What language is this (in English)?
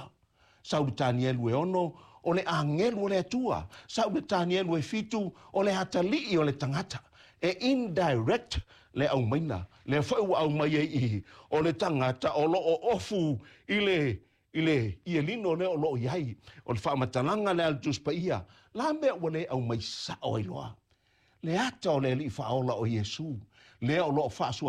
Samoan